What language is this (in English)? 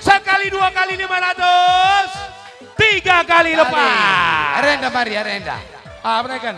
Batak Karo